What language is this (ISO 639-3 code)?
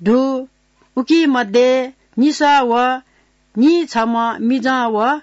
new